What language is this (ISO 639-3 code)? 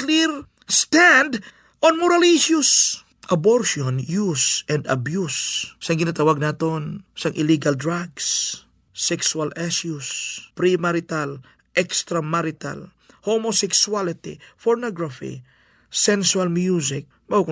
hil